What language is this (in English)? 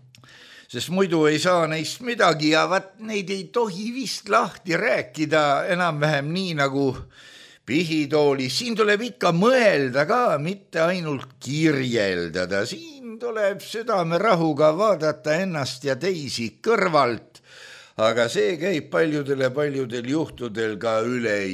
Estonian